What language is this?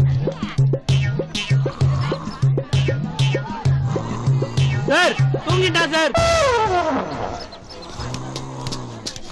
Tamil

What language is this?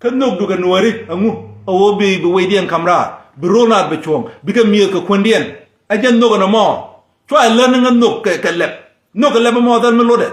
Nuer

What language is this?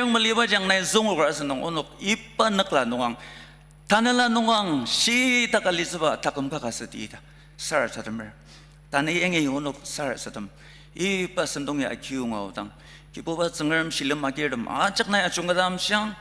Ao Naga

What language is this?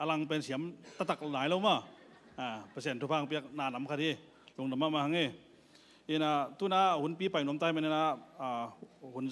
Tedim Chin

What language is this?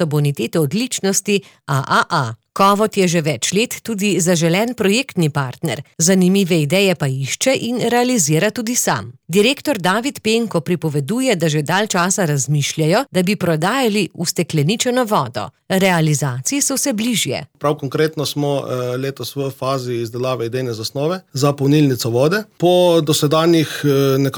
Slovenian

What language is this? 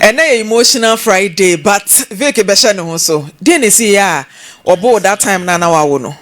Akan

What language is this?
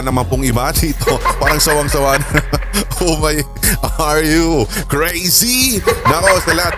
Filipino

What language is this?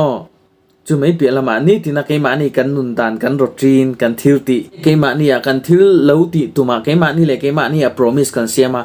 Mizo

